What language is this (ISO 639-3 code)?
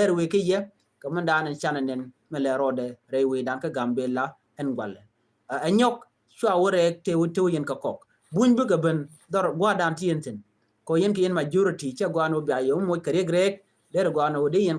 nus